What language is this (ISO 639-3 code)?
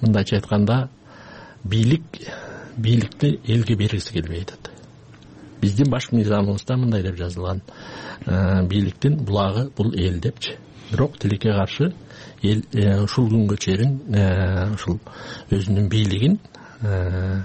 kir